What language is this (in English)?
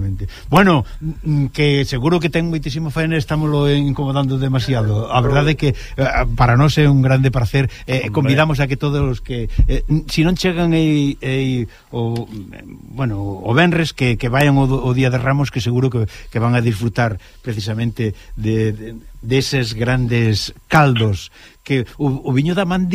Galician